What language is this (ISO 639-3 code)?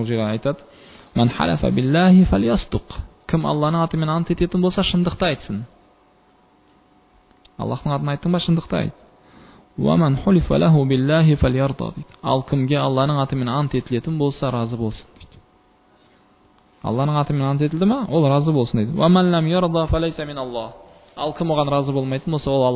kaz